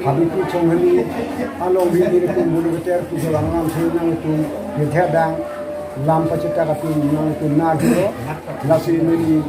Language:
Karbi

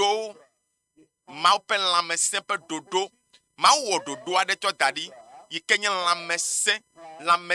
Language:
Ewe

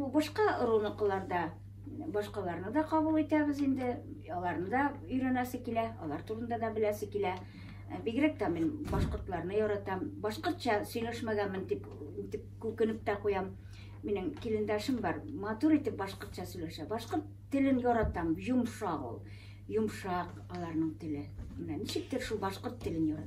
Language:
Bashkir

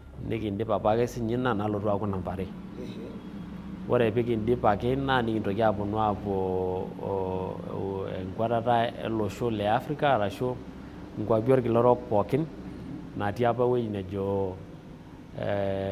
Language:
Masai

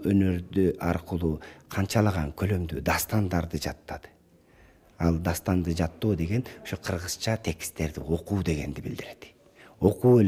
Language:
Kyrgyz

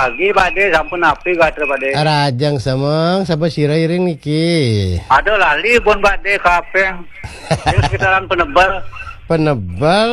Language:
Balinese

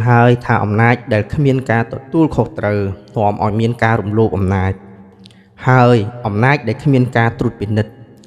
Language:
Khmer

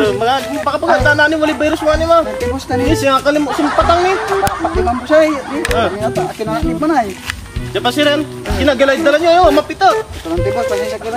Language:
Pangasinan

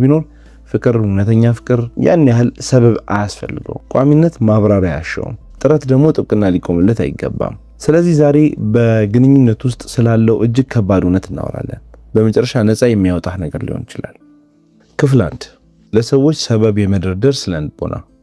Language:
Amharic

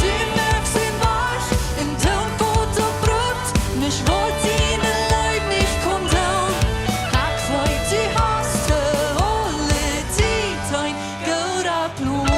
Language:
Plautdietsch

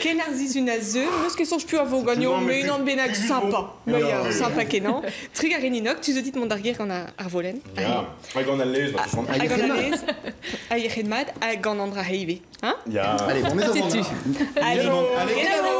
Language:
Breton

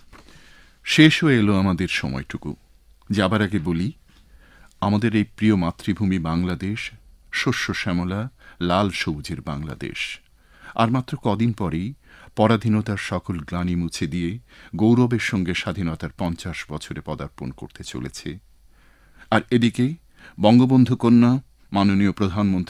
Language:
Bangla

